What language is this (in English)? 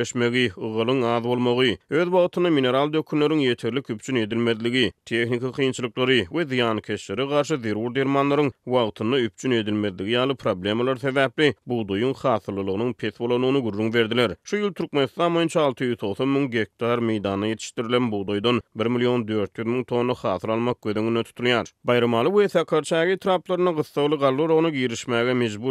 Turkmen